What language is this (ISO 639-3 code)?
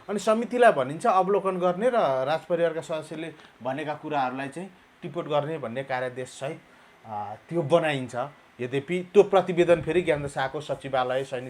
nep